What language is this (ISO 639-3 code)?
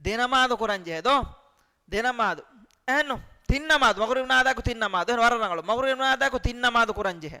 div